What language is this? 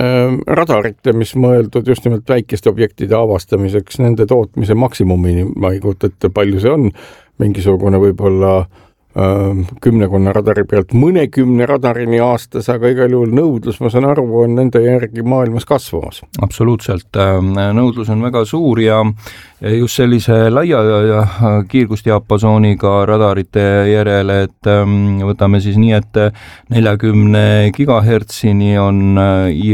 Estonian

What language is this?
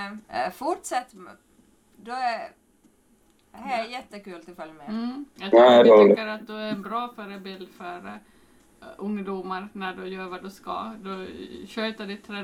Swedish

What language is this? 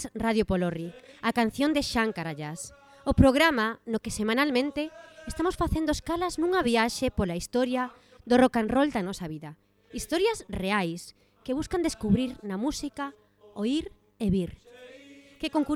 Galician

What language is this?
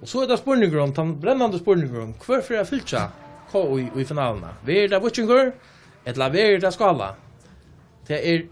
Faroese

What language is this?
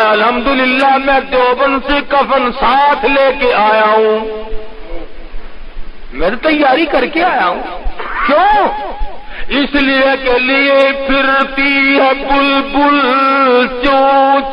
Urdu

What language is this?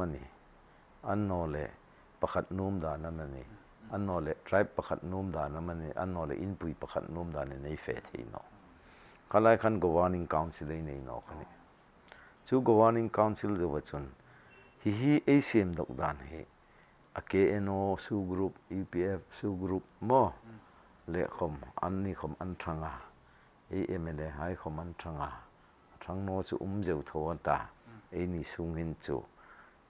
Hmar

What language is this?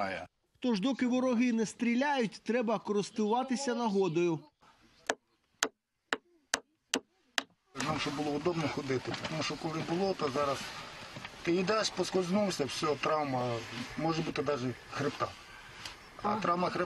Ukrainian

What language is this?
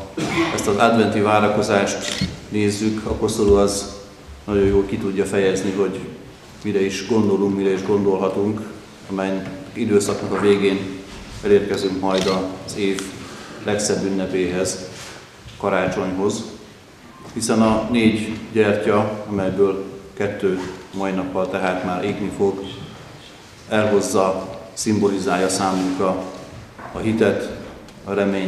Hungarian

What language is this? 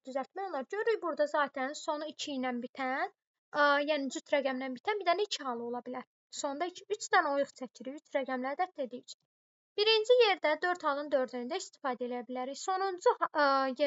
Azerbaijani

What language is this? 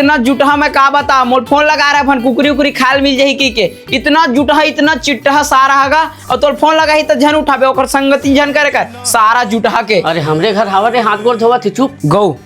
Chhattisgarhi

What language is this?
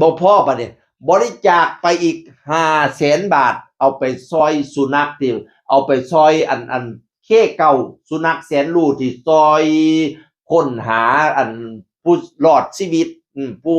Northeastern Thai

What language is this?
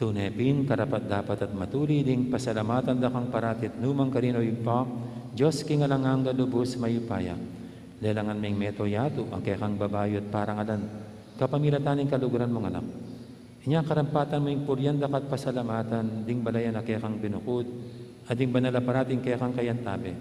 Pampanga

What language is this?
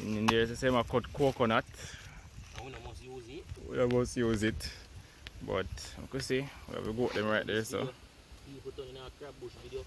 Jamaican Creole English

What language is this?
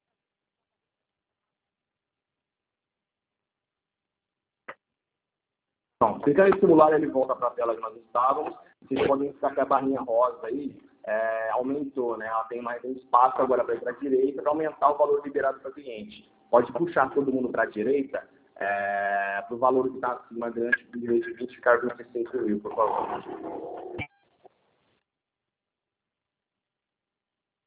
Portuguese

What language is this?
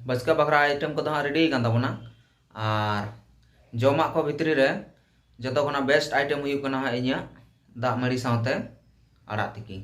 Santali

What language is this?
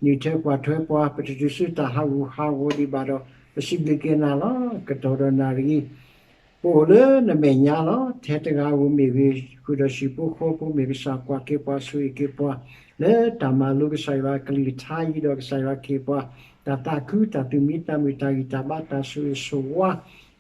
S'gaw Karen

